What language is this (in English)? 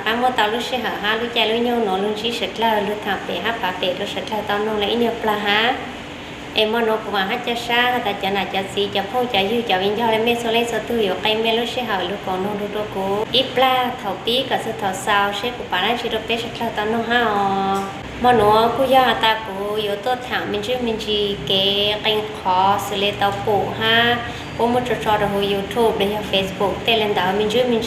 Hmong